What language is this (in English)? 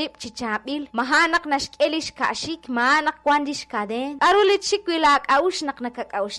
Kekchí